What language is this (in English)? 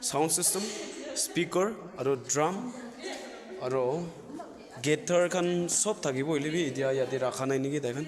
Naga Pidgin